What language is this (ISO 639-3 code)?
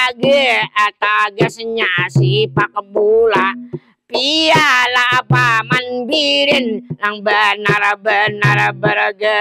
bjn